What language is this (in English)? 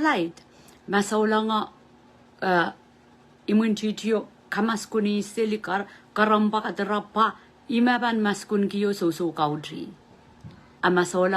Pohnpeian